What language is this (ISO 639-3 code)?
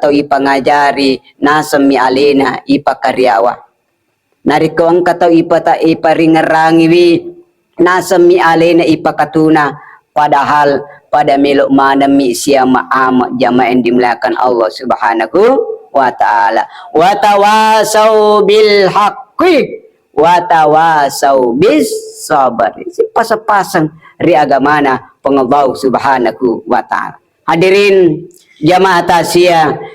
bug